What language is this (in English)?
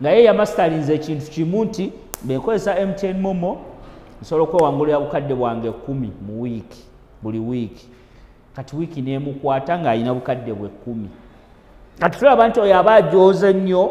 Ganda